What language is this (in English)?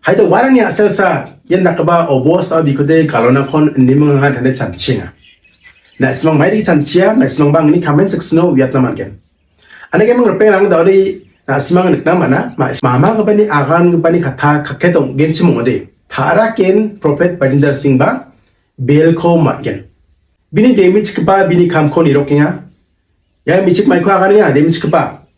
Garo